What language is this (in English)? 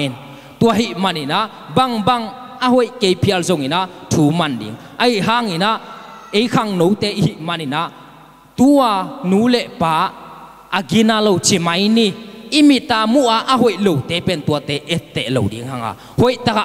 Tedim Chin